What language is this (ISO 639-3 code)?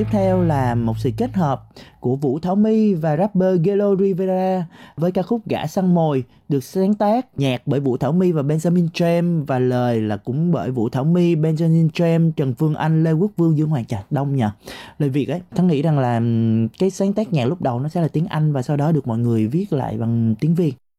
vie